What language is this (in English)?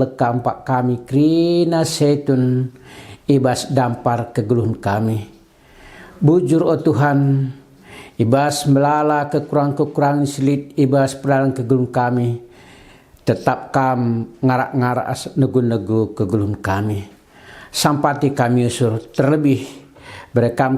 Batak Karo